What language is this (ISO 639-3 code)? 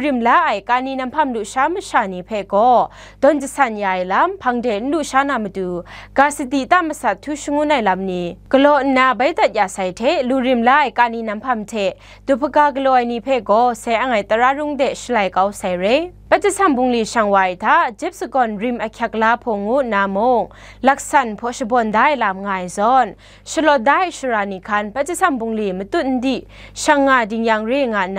kac